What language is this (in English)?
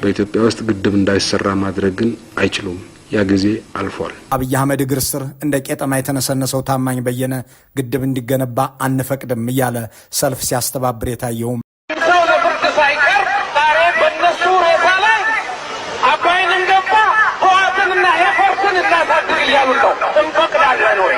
Amharic